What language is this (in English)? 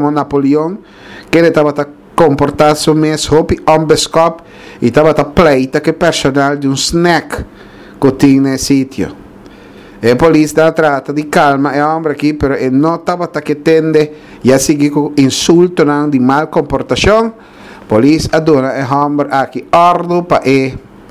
Papiamento